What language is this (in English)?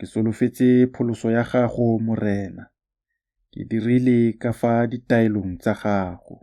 Tswana